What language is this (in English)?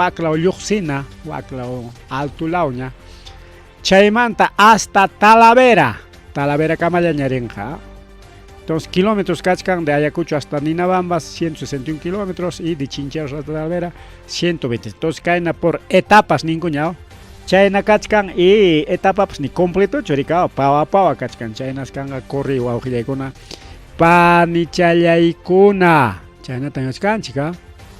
Ayacucho Quechua